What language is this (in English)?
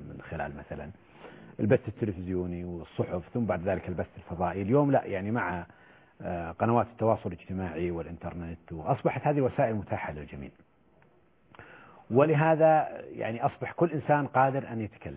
Arabic